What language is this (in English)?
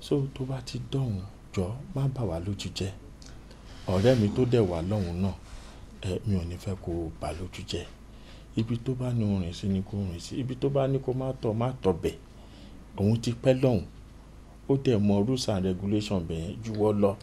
Yoruba